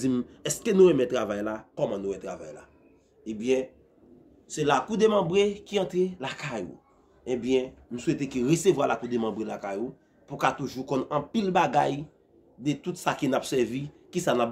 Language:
Haitian Creole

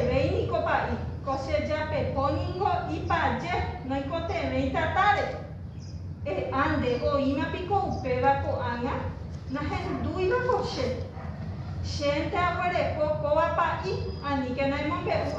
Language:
Guarani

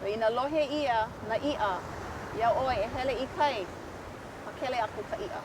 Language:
Hawaiian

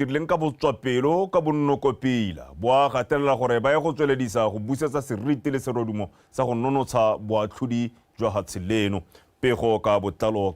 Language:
Tswana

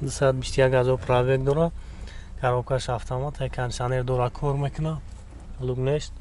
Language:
Tajik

